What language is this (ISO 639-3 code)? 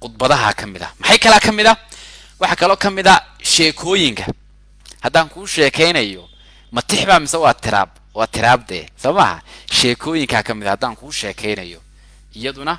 som